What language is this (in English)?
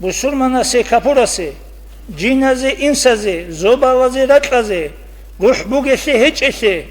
Avaric